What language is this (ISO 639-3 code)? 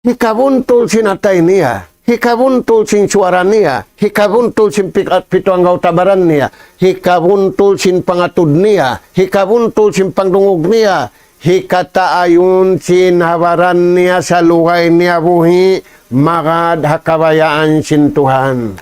tsg